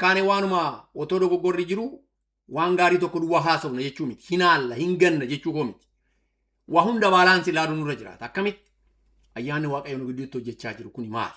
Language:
Oromo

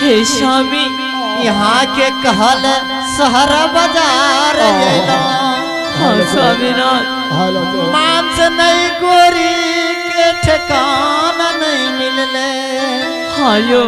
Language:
Maithili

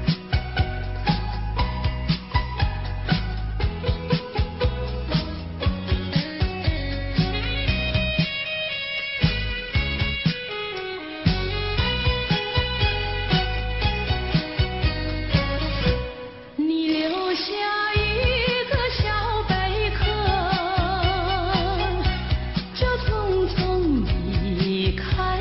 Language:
Chinese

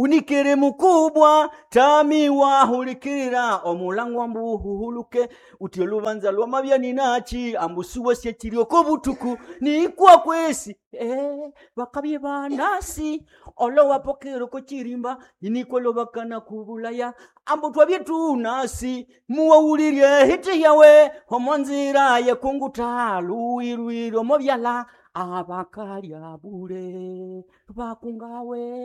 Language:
Nande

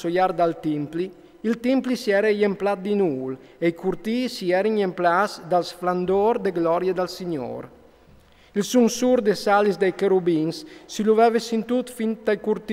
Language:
Friulian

